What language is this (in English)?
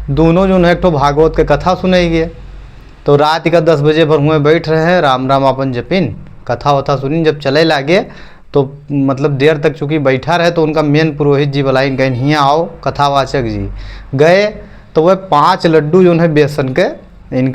Awadhi